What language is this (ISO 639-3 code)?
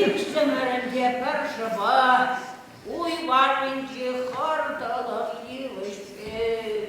chv